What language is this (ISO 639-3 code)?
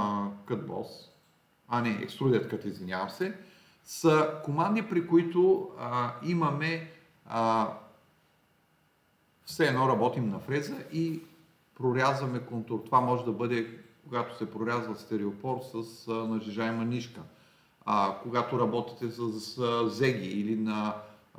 bul